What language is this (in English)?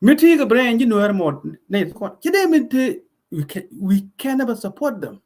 Nuer